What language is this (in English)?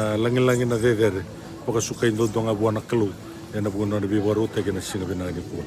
Fijian